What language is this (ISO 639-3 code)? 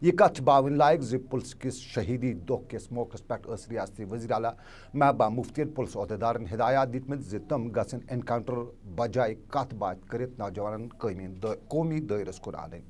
kas